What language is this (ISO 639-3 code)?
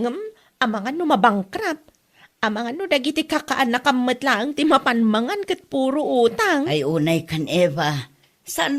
ilo